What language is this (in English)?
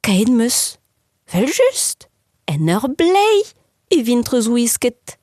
Breton